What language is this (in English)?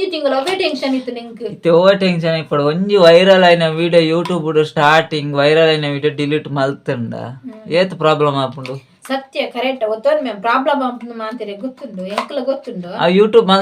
Tulu